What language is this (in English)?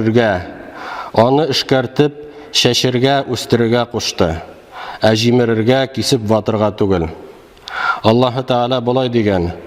Tatar